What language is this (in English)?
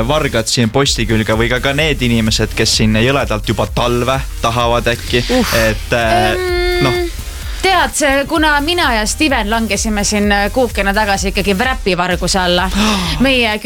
Estonian